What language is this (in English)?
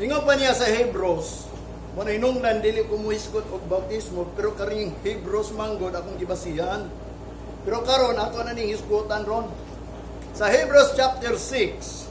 Cebuano